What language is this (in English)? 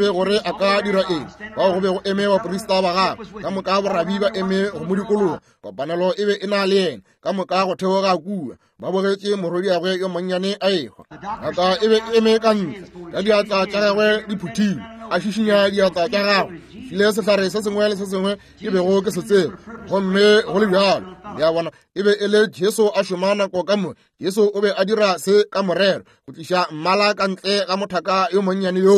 Northern Sotho